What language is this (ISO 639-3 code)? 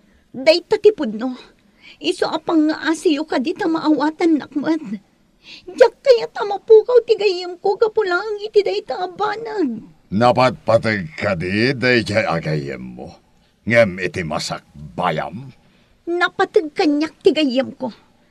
ilo